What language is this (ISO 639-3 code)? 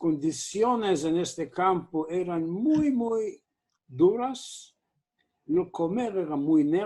lad